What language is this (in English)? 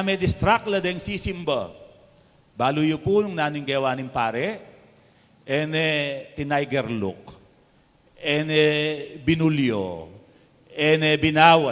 Pampanga